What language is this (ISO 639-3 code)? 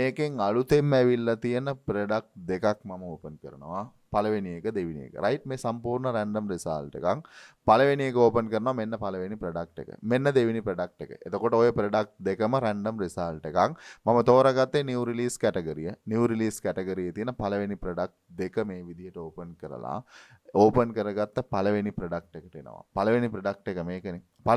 sin